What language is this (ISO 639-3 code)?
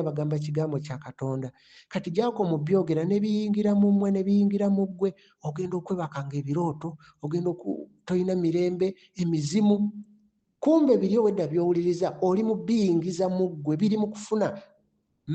lug